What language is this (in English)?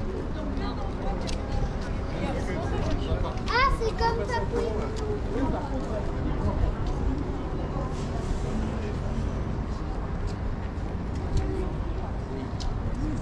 French